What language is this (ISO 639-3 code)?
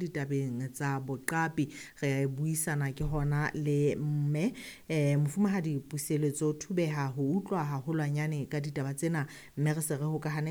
sot